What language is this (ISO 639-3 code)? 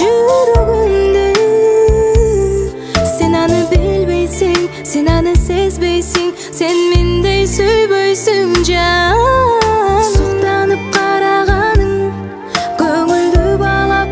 kaz